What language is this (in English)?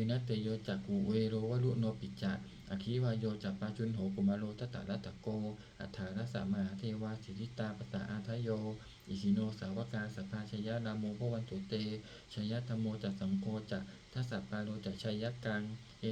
Pali